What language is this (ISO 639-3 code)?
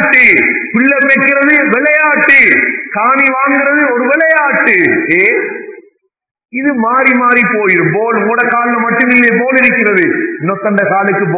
tam